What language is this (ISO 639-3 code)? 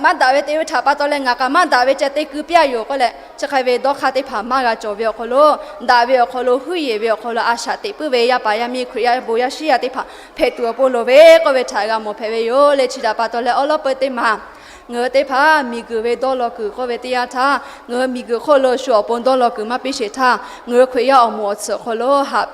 lhu